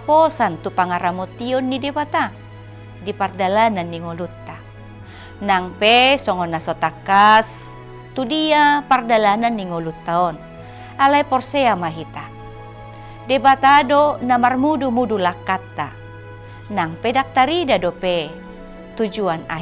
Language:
Batak Toba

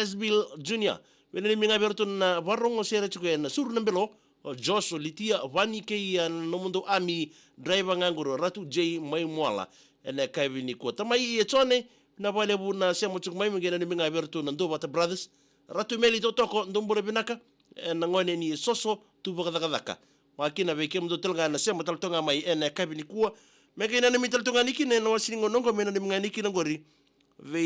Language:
Fijian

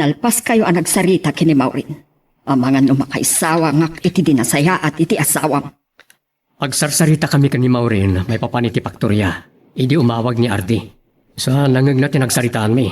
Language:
Iloko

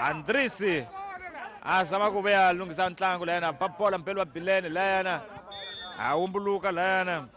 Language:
Tsonga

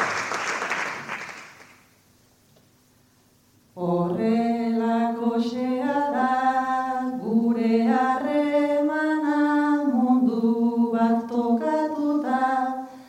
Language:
Basque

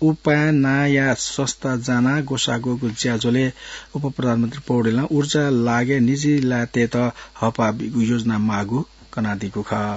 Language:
Newari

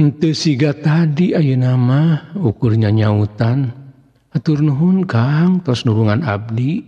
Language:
Sundanese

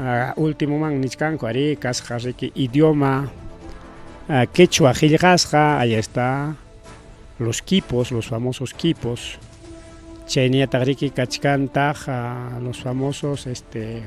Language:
Ayacucho Quechua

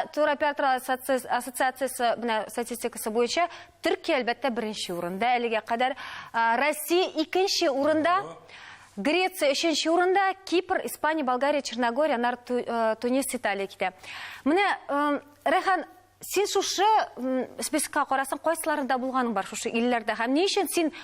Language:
Tatar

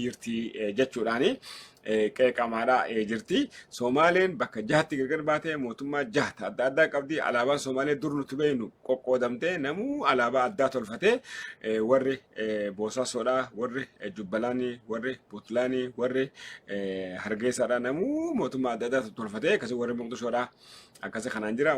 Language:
Oromo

